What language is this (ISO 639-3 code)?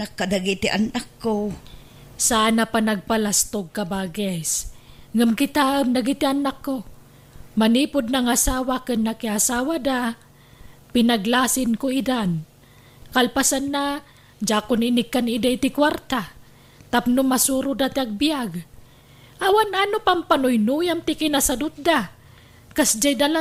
ilo